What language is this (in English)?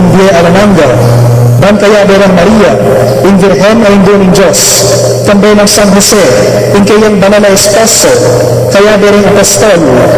Pampanga